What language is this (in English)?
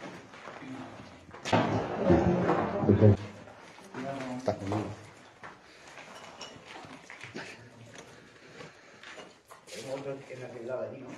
Spanish